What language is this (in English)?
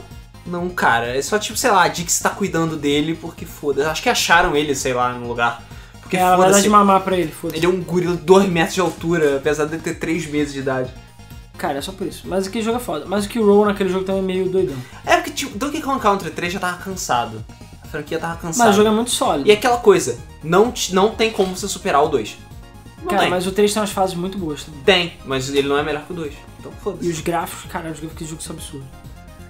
Portuguese